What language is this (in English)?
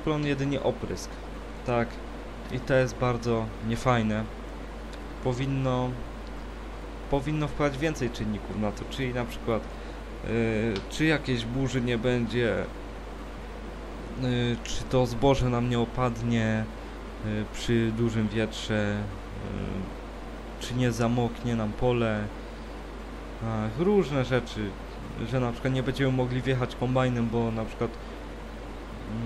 Polish